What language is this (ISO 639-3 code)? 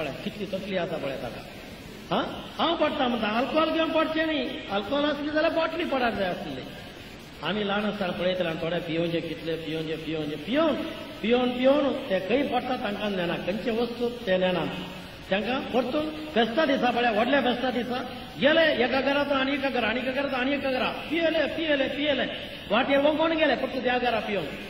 kok